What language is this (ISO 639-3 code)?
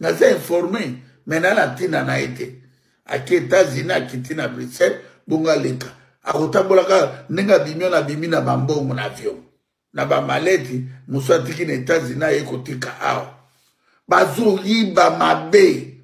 lin